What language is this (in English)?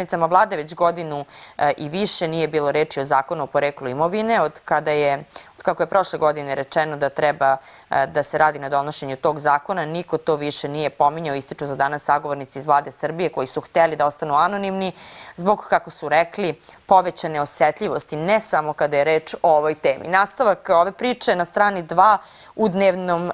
Serbian